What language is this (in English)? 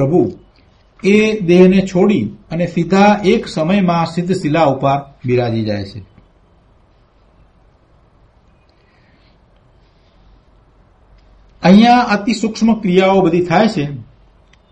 Gujarati